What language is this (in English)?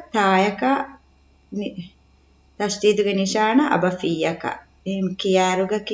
Divehi